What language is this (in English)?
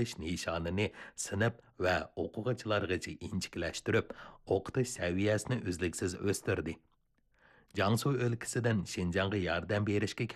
Uyghur